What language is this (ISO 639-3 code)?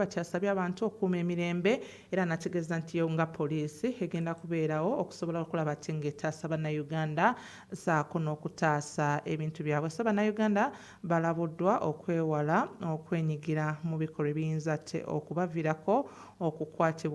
lug